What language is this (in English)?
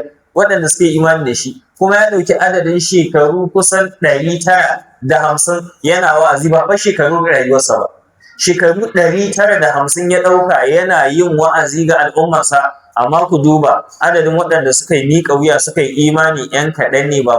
Hausa